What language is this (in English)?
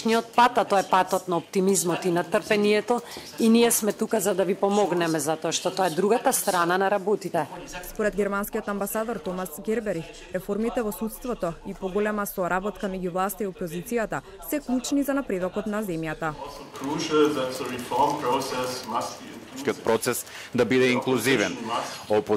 Macedonian